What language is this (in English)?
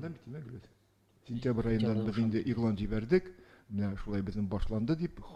Tatar